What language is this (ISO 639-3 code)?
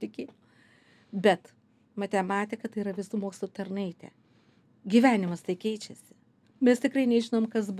lit